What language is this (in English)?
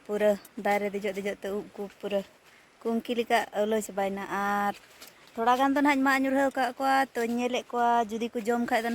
Santali